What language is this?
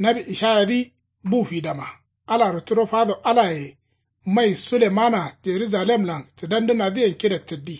Kanuri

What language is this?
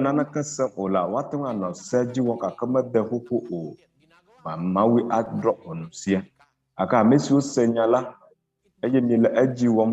Ewe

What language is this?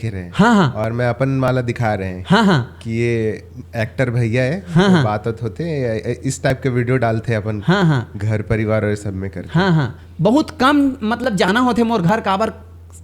Chhattisgarhi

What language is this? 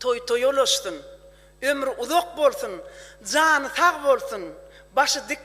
Turkmen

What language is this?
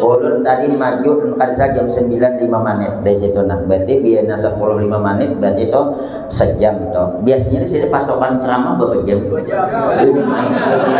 Banjar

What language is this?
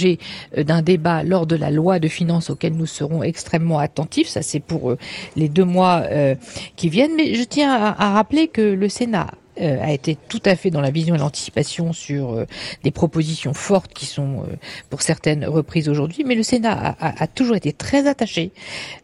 French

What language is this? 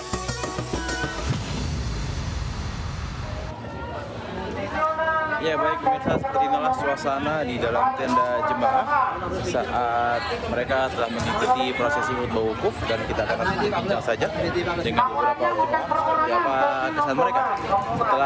Indonesian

